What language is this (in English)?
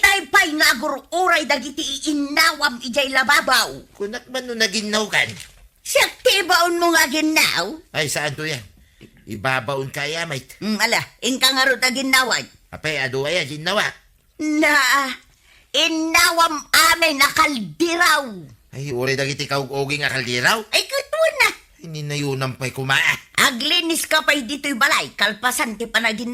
Iloko